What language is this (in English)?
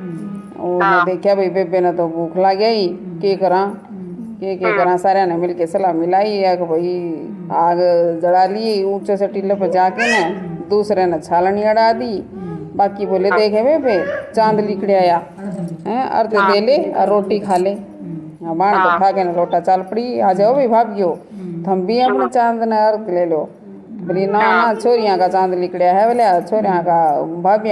Haryanvi